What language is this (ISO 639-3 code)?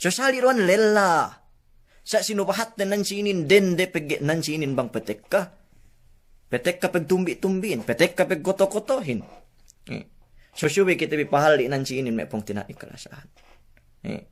yka